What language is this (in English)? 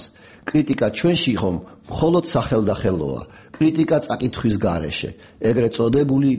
Georgian